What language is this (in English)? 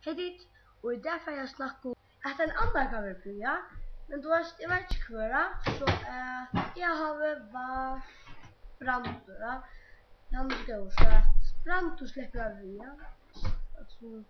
Faroese